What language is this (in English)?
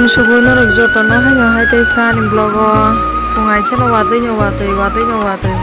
Kok Borok